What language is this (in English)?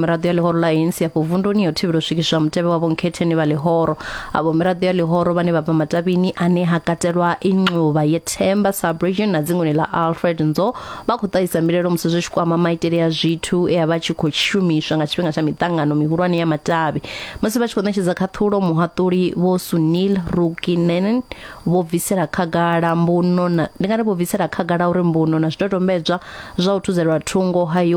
Venda